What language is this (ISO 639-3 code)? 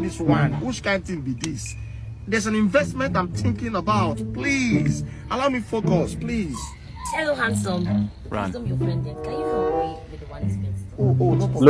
pcm